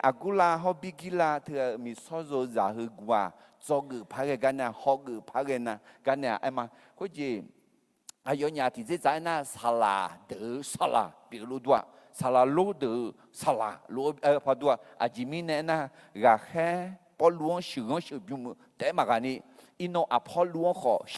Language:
Akha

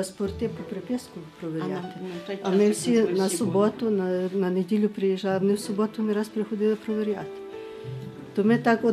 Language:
Ukrainian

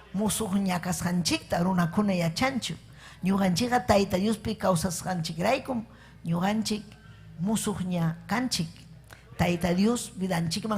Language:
Ayacucho Quechua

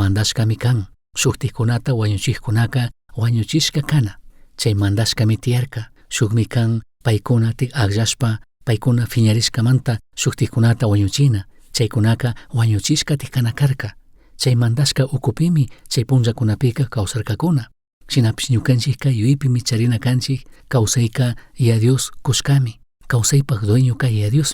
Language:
Chimborazo Highland Quichua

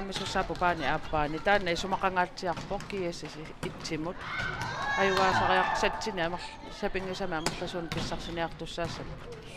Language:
Kalaallisut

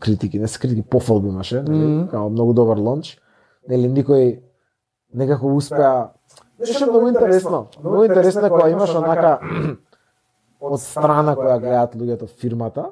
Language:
Macedonian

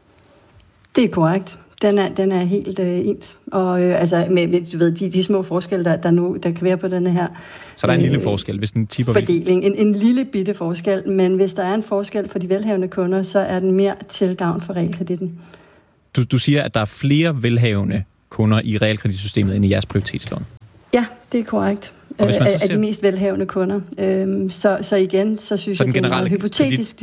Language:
Danish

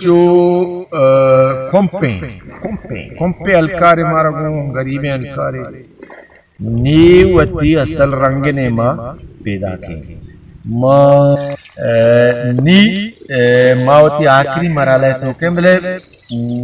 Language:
Baluchi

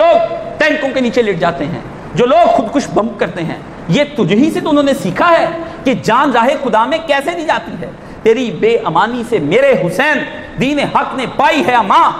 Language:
Urdu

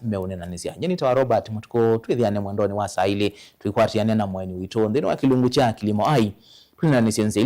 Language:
Kamba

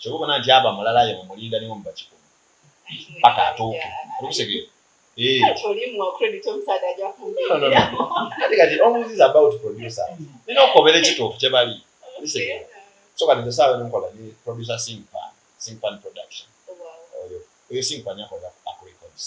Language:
Soga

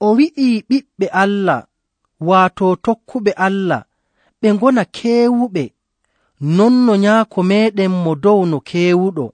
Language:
Nigerian Fulfulde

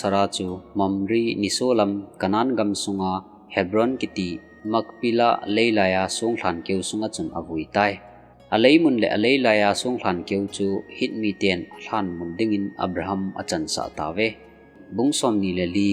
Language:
Thado Chin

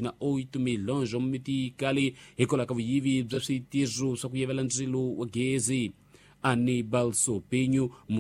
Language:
Tsonga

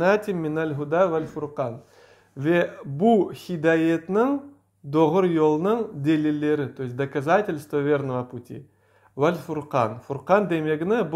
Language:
Crimean Tatar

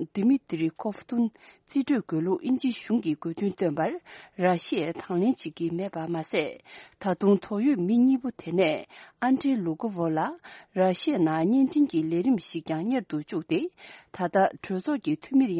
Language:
Tibetan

